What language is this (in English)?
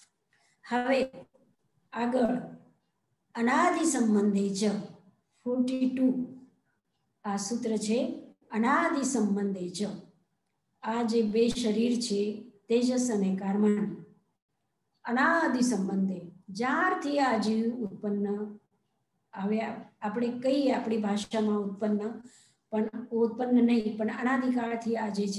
Gujarati